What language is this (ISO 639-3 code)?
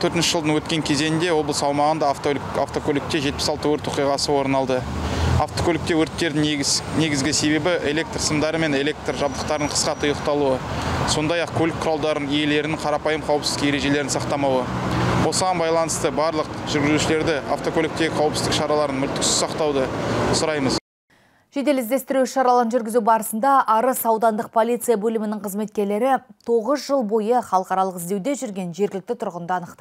kaz